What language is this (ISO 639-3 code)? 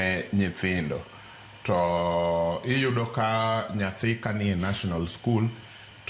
luo